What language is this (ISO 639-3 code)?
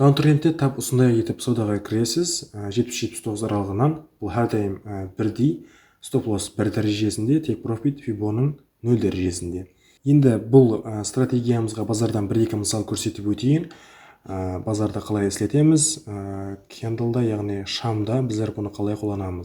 kaa